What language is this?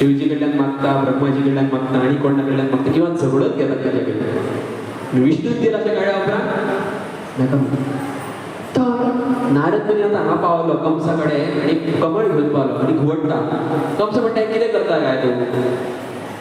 Konkani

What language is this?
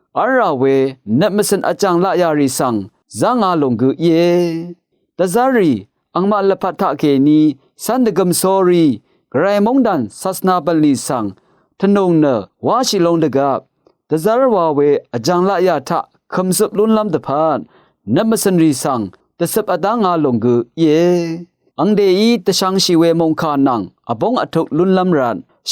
Rawang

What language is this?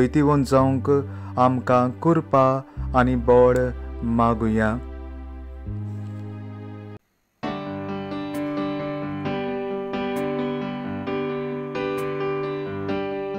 Konkani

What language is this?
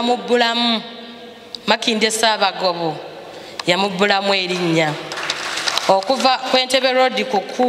Ganda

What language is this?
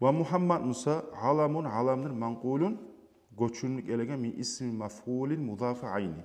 Kumyk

